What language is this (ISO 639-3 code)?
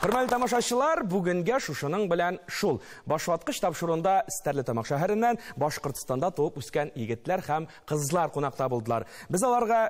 tat